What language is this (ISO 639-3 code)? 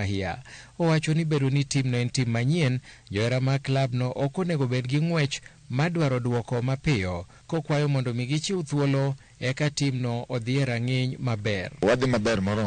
luo